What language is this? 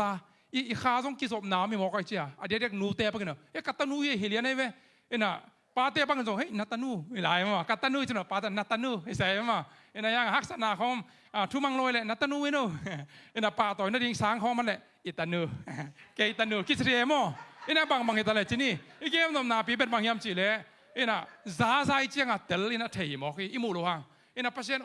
Tedim Chin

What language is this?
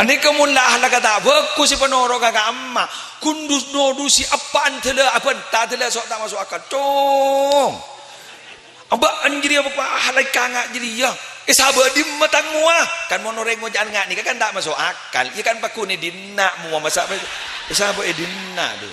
Madurese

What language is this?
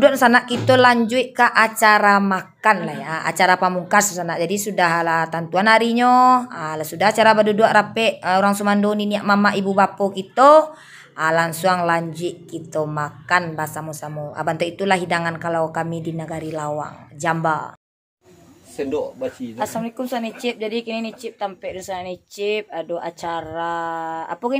Minangkabau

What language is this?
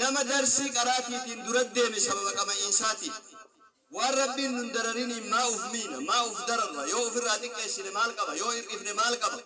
Oromo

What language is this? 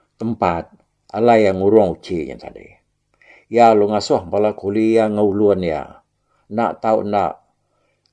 Iban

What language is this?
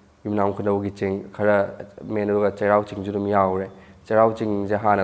Manipuri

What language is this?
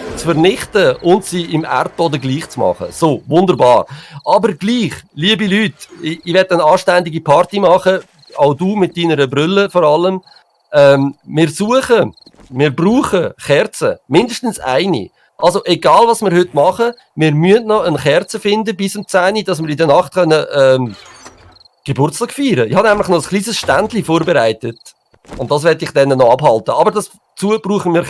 Swiss German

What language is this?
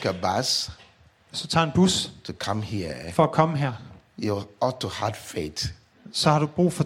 Danish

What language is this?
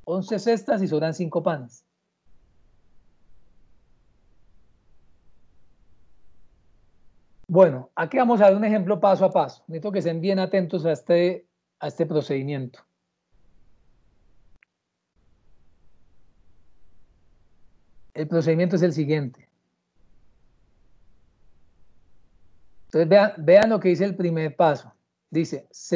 Spanish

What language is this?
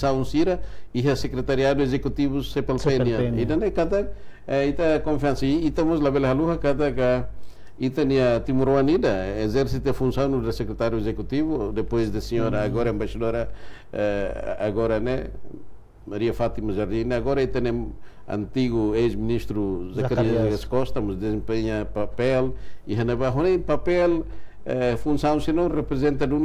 Tetum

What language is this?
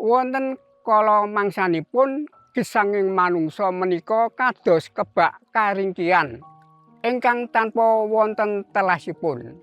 Javanese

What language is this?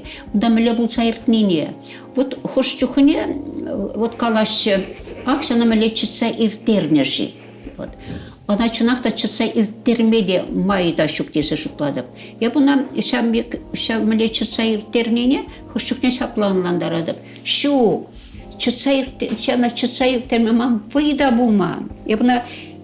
Chuvash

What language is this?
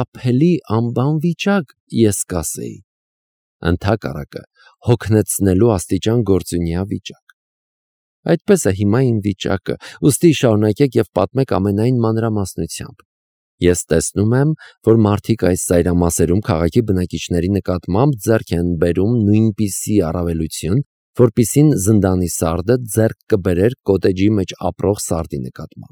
Armenian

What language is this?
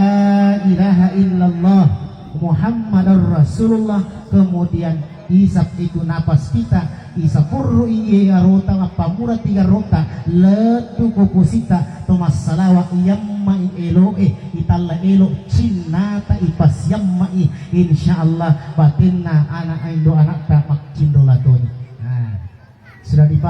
Buginese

